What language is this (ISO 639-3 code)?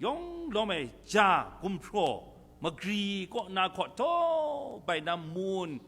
kac